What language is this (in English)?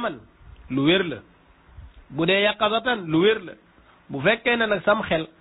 Wolof